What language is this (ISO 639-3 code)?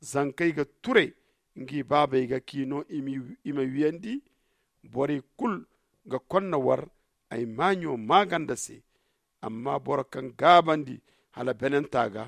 dje